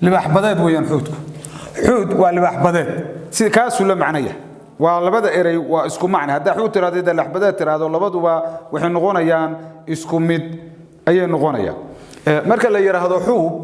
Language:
Somali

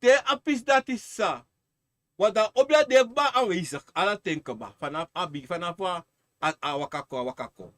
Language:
Sranan Tongo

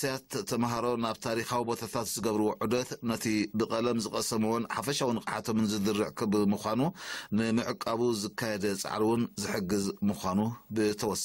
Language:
Tigrinya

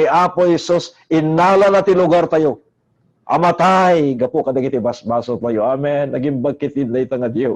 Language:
Iloko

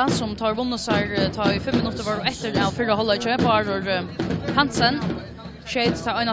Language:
Faroese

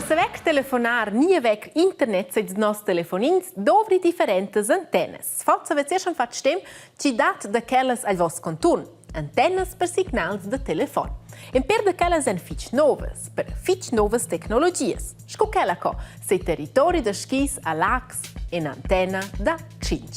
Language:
Romansh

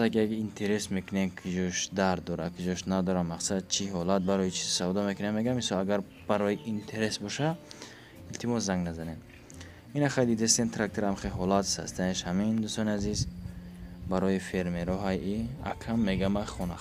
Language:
Tajik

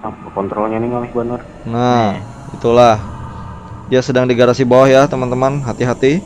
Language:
Banjar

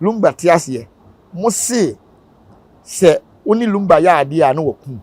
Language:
Akan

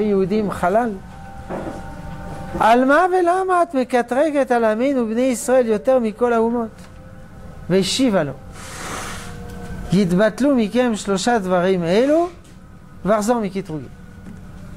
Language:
Hebrew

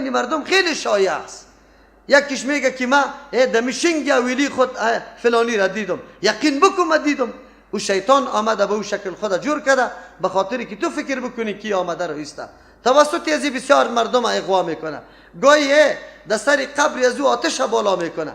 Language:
Persian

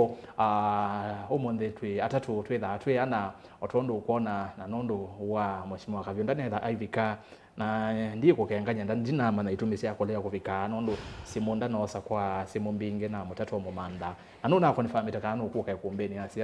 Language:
Kamba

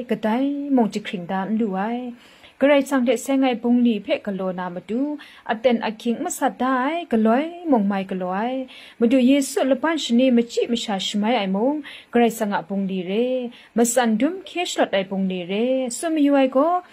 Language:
Kachin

